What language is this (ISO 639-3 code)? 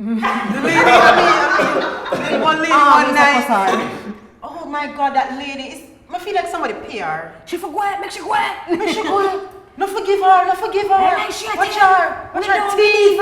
jam